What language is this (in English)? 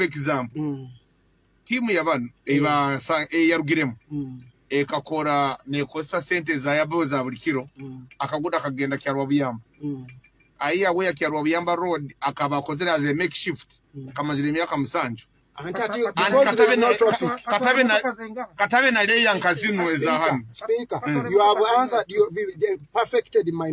Nyoro